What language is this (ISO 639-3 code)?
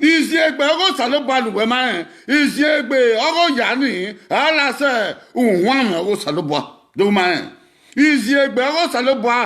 bin